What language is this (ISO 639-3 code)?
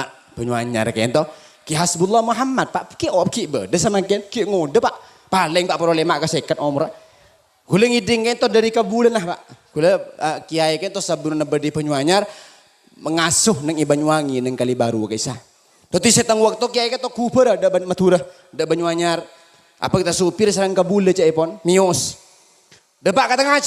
mad